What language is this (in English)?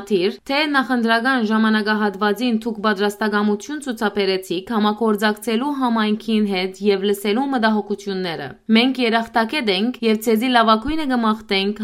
Western Armenian